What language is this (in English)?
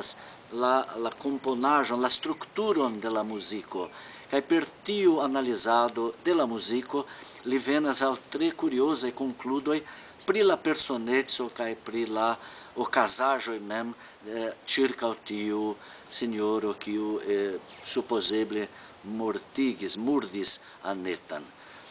Esperanto